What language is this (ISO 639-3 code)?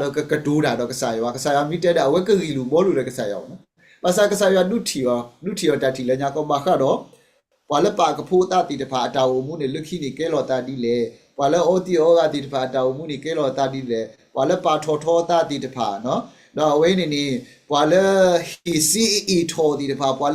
ksw